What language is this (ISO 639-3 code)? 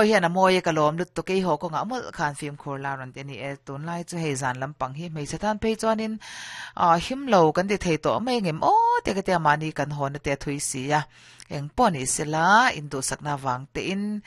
lus